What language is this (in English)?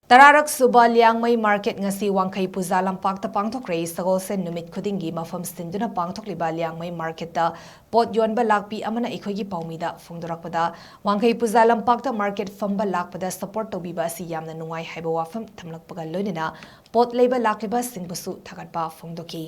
Manipuri